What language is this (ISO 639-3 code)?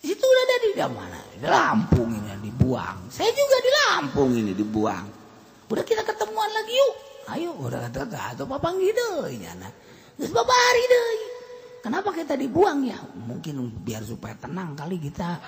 sun